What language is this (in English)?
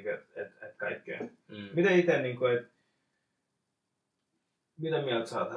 Finnish